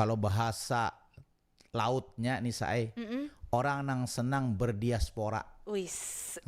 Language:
Banjar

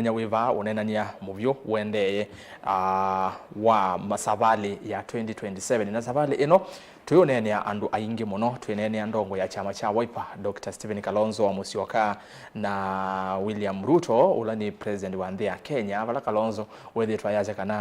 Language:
Kamba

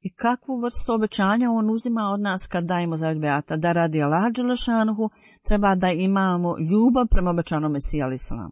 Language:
Bosnian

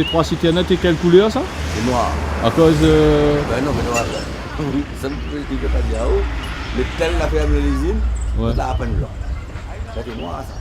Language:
Réunion Creole French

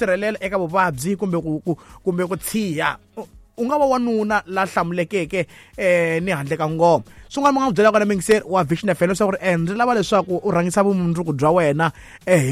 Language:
Tsonga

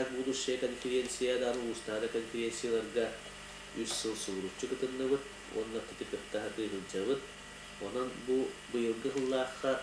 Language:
Yakut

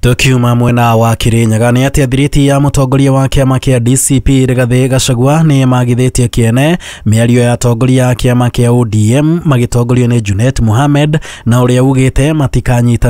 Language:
Kikuyu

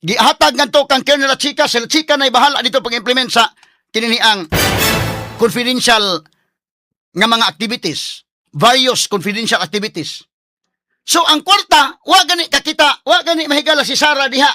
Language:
Cebuano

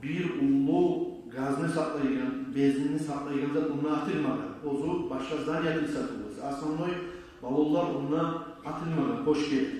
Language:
Kumyk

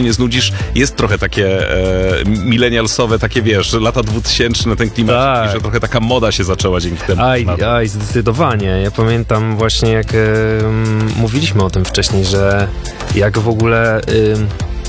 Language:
Polish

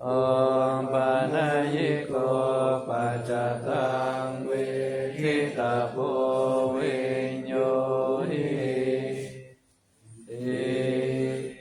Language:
Pali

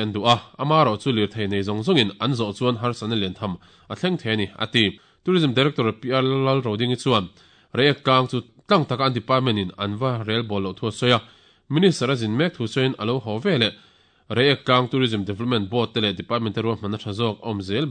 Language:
Mizo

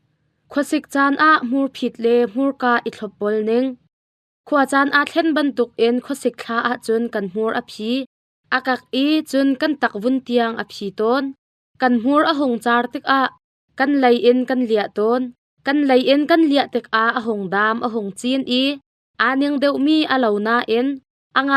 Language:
Hakha Chin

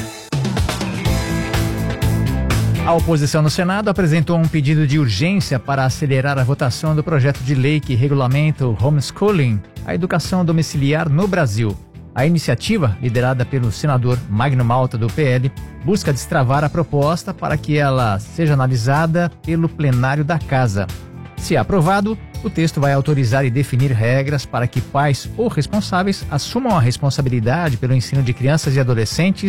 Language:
Portuguese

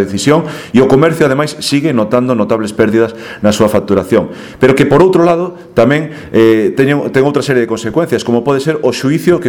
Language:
Galician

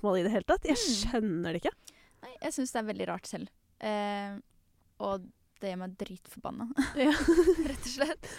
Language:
Norwegian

